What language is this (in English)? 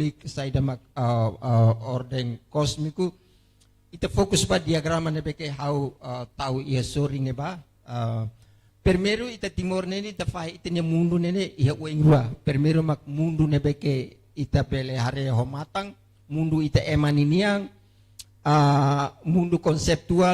Tetum